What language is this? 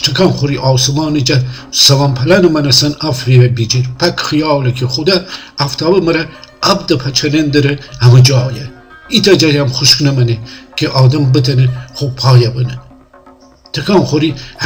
Gilaki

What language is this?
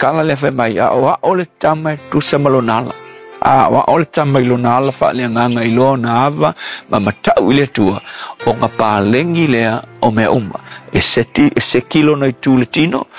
Samoan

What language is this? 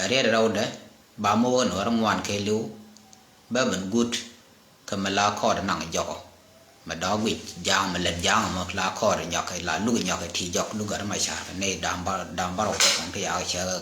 Nuer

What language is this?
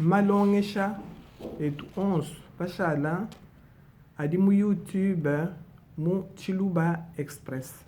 Luba-Lulua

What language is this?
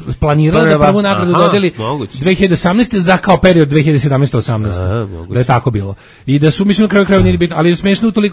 Serbian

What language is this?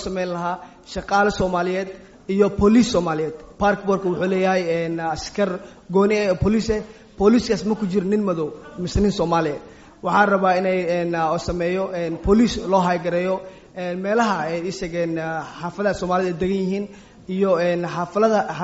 Somali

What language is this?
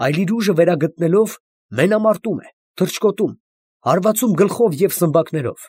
Armenian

